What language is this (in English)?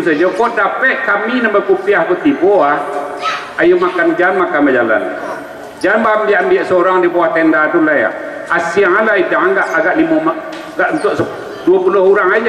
Minangkabau